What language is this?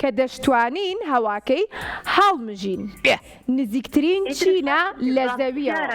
Central Kurdish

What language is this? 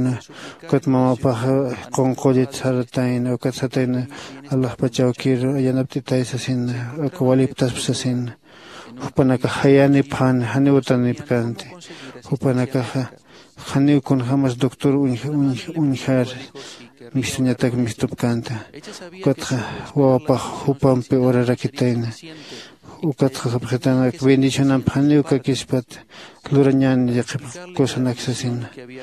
Aymara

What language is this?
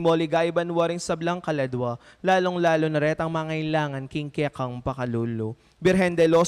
Pampanga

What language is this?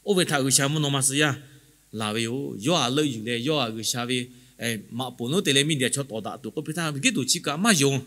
Lahu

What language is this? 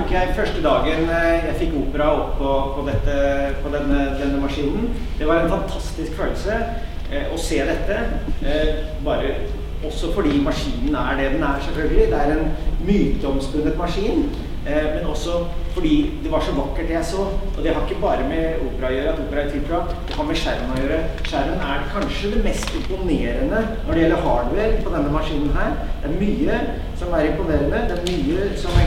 Norwegian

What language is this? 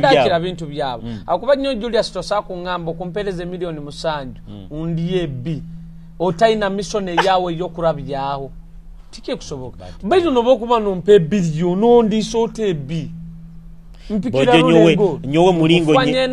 Nyoro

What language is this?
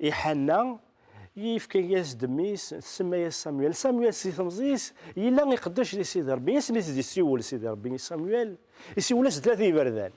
Kabyle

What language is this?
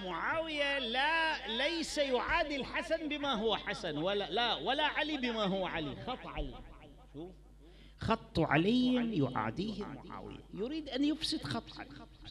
Arabic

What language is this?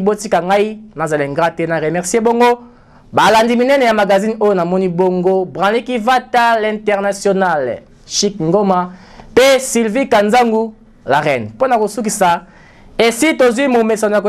Lingala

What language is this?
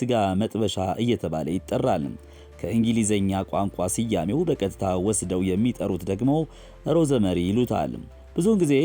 Amharic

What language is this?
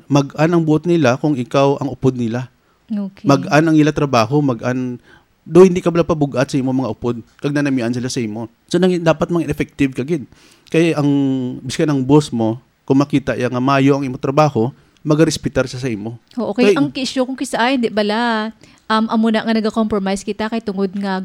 Hiligaynon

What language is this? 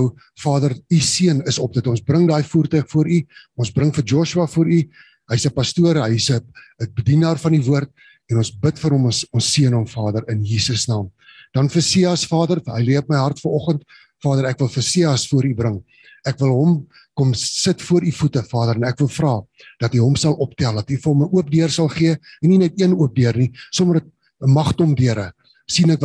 Afrikaans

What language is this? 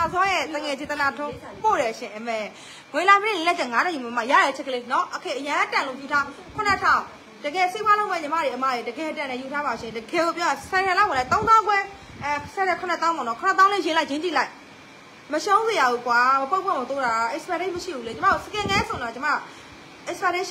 Burmese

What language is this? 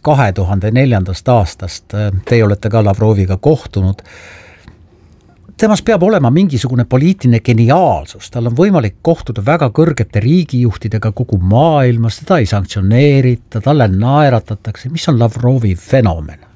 Estonian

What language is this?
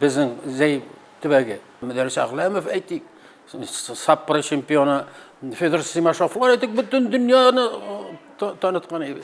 Tatar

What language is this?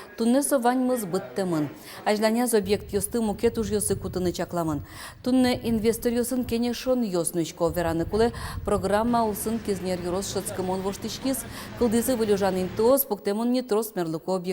Udmurt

